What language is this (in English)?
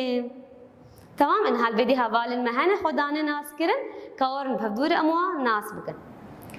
Kurdish